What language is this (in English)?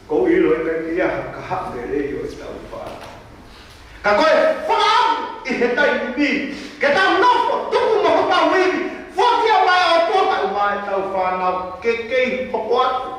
Tongan